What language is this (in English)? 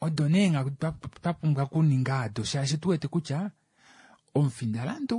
Kuanyama